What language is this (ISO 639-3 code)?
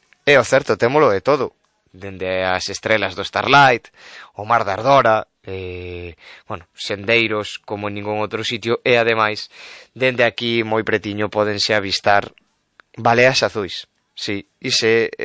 glg